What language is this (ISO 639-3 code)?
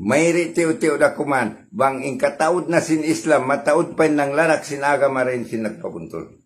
tsg